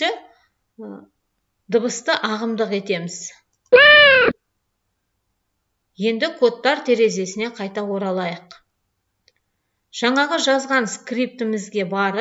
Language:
Kazakh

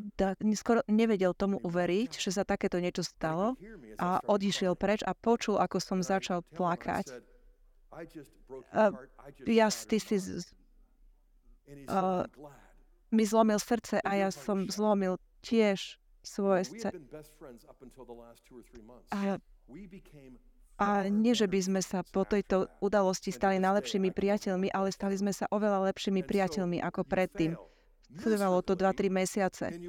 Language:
Slovak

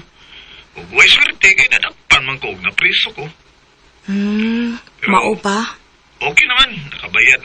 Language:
Cebuano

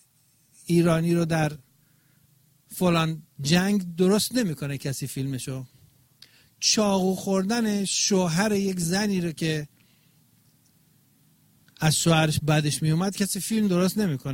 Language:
Persian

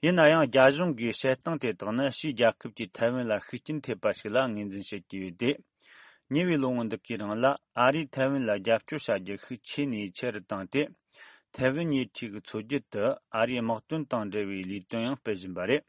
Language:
Tibetan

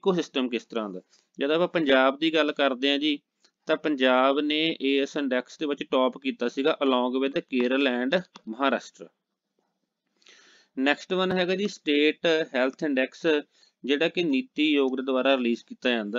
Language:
Punjabi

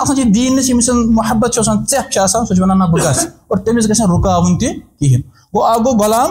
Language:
Kashmiri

